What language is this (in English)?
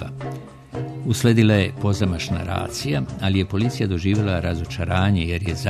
Serbian